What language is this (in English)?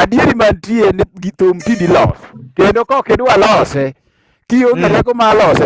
Luo (Kenya and Tanzania)